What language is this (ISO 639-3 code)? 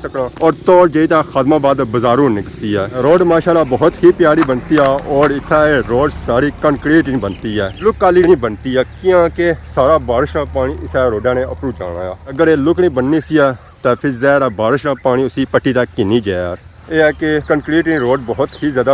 phr